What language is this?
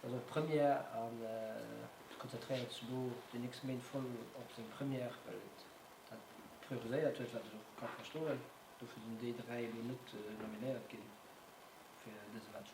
Luxembourgish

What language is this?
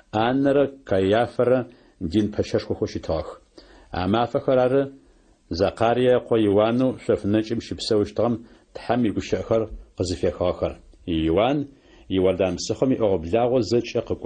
Adyghe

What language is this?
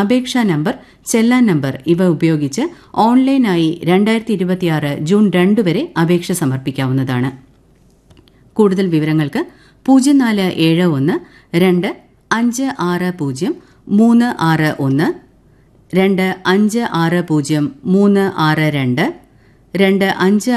Malayalam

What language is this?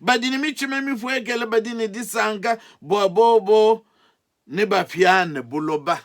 Luba-Lulua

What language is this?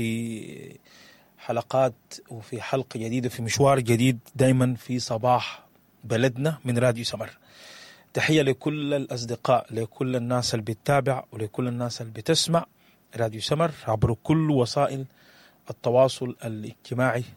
Sudanese Arabic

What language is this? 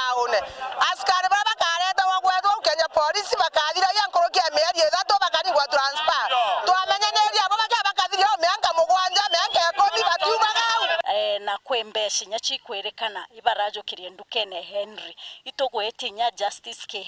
Meru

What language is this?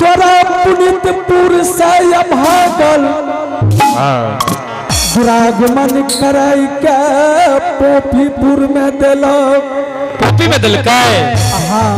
Angika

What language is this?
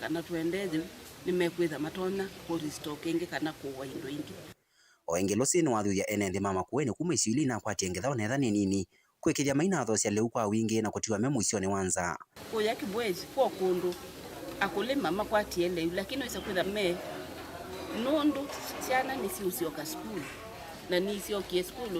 Kamba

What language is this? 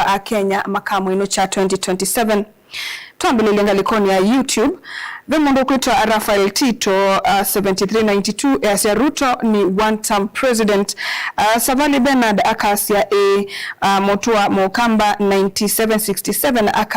Kamba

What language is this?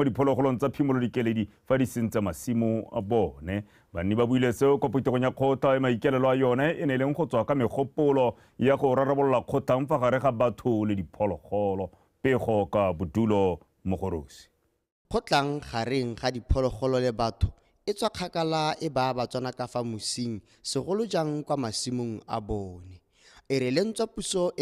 Tswana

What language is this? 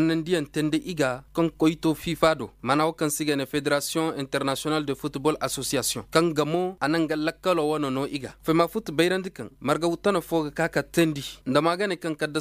Koyraboro Senni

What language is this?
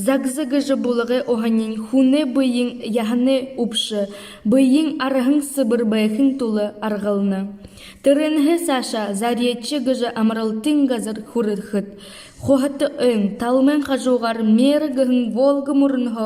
Buriat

